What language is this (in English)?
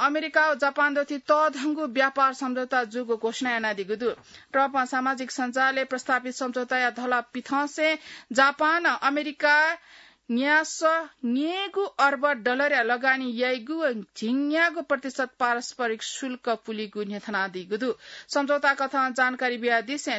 Newari